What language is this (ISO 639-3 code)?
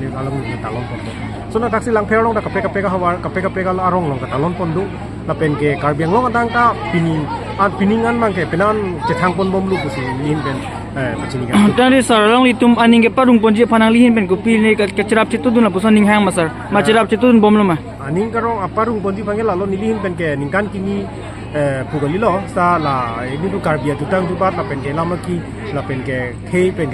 mjw